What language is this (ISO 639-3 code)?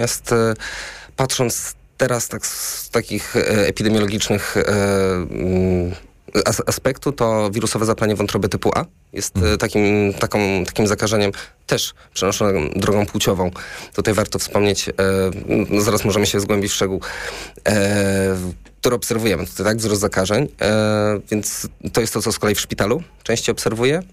pol